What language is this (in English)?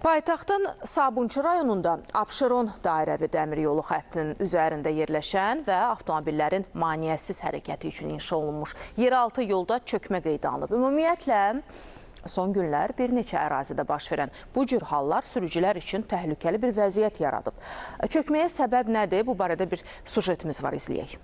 Azerbaijani